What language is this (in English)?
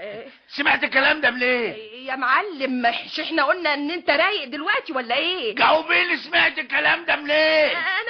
Egyptian Arabic